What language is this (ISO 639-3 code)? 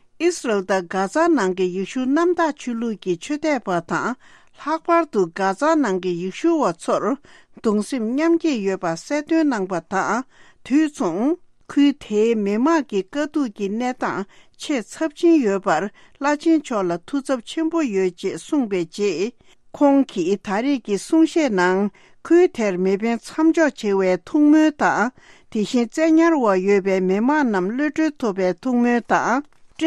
bod